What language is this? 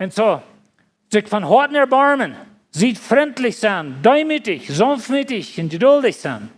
Plautdietsch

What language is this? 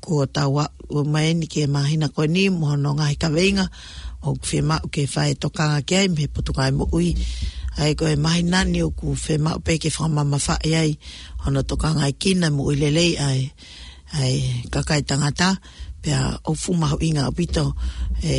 Tongan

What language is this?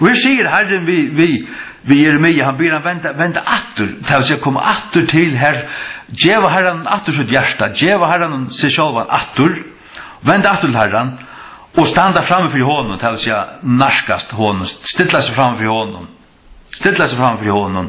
Faroese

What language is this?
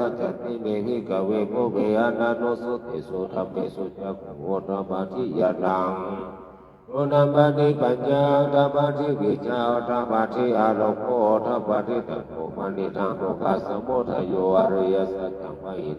Pali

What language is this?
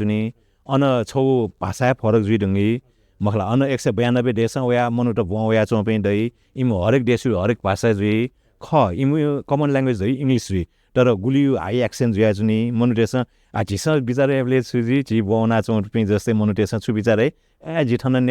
Newari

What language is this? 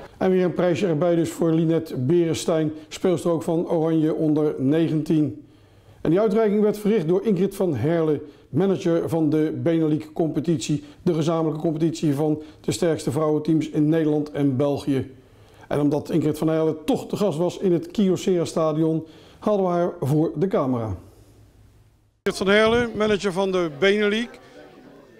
Dutch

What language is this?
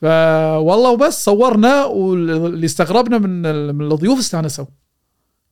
Gulf Arabic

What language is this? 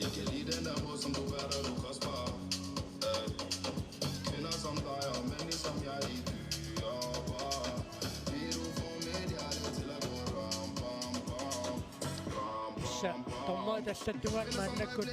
Kalaallisut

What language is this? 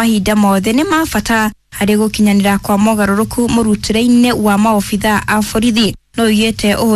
Kikuyu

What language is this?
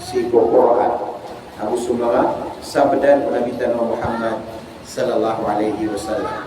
Maranao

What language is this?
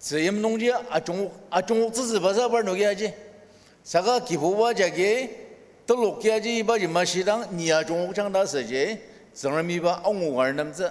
Ao Naga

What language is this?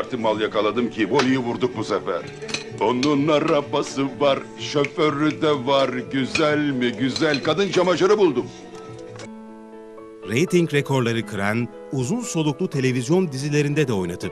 Turkish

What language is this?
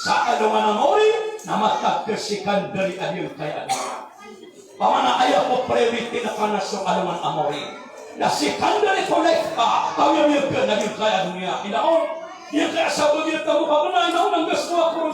Maranao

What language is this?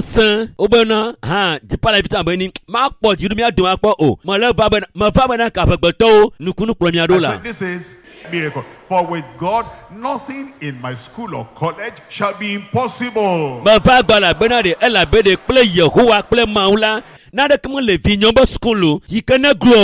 Ewe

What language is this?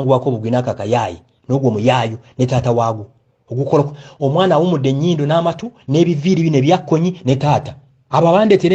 Ganda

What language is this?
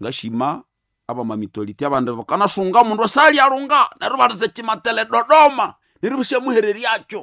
Nande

